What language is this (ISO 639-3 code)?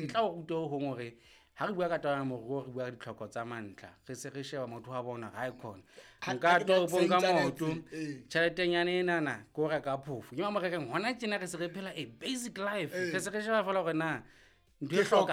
sot